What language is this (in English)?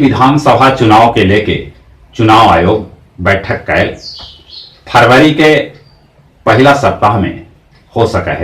Magahi